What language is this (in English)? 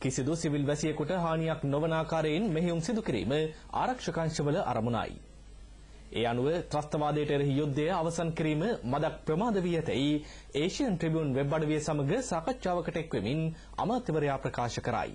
Sinhala